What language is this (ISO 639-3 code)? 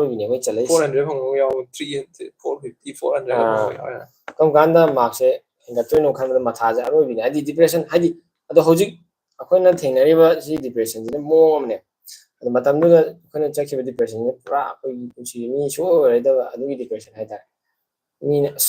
mni